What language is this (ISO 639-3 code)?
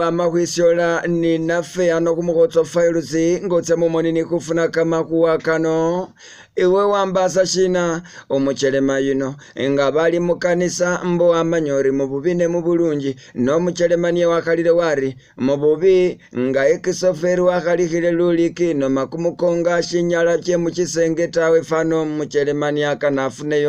myx